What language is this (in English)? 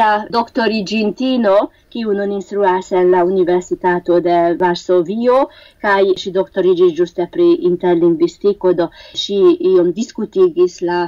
Esperanto